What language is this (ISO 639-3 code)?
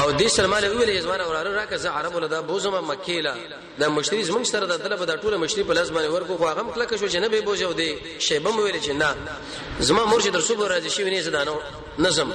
pus